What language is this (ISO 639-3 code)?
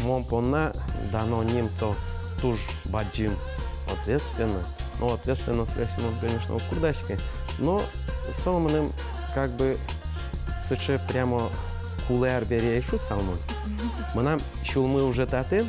udm